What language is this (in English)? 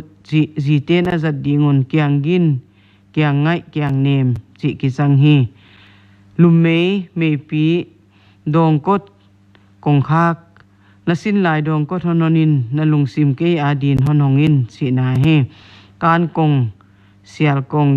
Paite Chin